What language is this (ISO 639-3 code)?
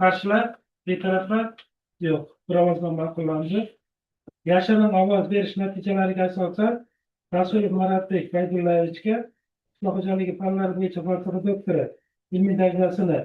uzb